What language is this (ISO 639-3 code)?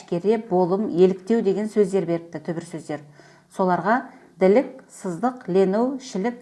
kaz